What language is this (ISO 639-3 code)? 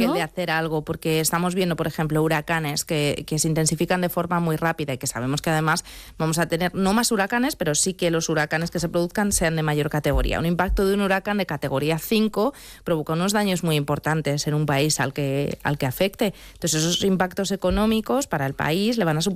spa